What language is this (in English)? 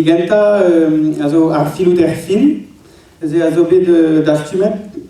Breton